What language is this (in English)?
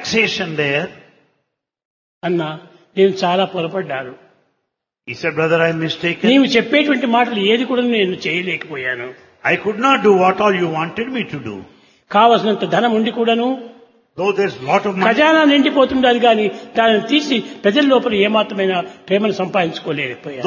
Telugu